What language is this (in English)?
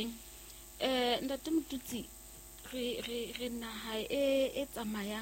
Southern Sotho